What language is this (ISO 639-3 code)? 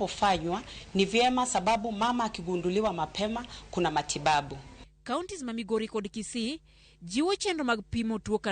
luo